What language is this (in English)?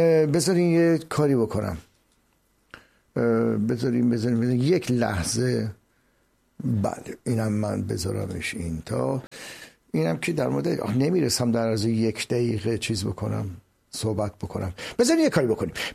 Persian